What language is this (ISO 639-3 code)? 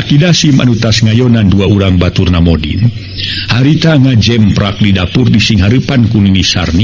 sun